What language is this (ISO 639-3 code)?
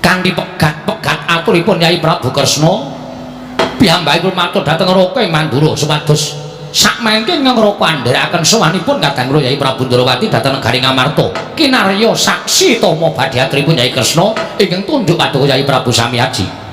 jav